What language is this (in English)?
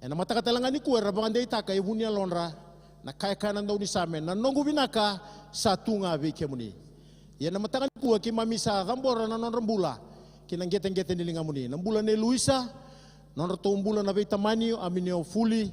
Fijian